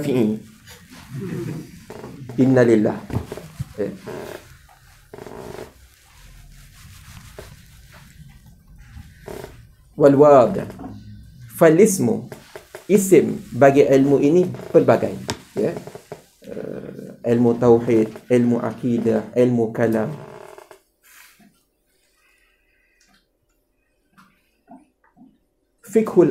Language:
Malay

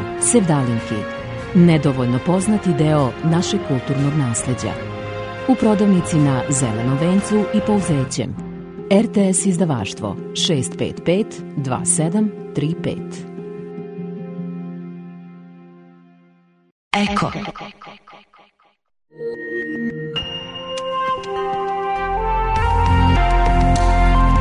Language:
Serbian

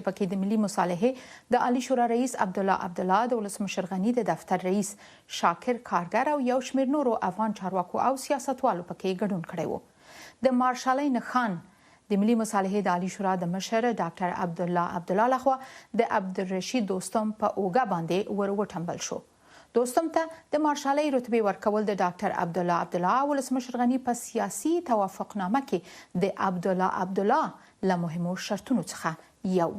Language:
Pashto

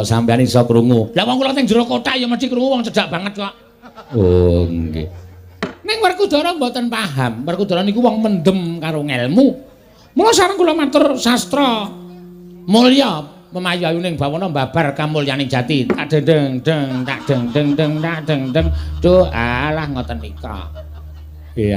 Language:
Javanese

